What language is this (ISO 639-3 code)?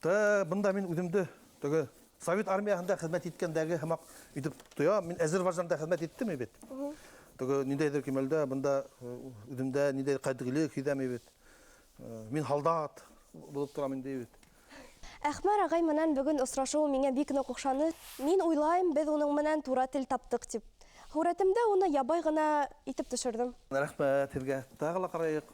bak